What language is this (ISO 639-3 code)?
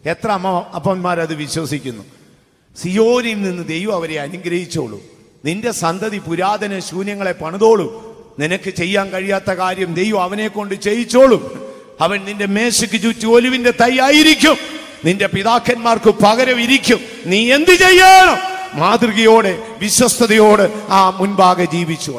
mal